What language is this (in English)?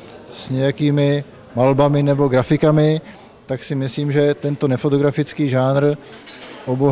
Czech